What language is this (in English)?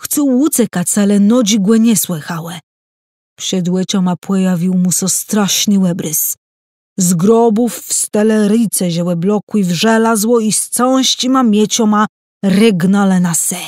Kashubian